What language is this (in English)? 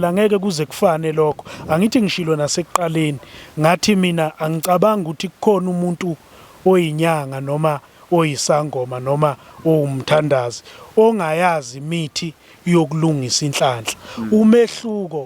Zulu